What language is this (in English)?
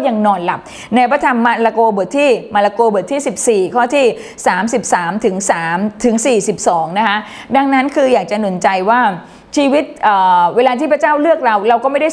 Thai